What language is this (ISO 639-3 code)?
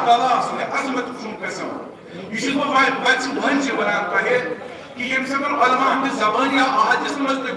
kas